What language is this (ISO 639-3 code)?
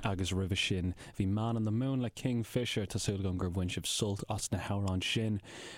gle